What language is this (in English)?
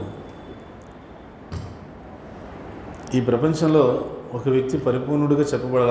Telugu